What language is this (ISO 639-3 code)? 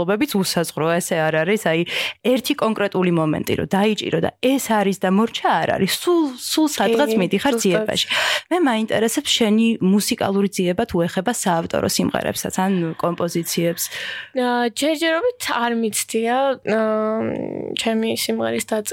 kat